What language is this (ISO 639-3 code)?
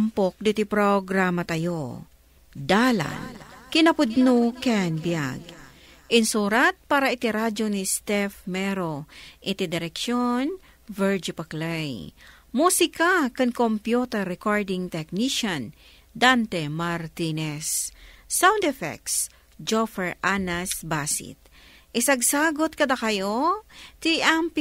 ilo